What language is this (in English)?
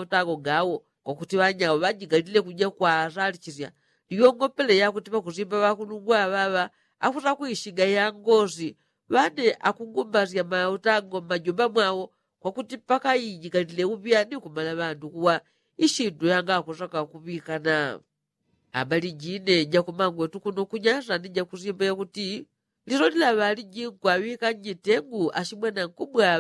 Yao